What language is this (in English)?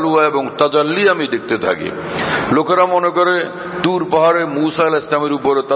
Bangla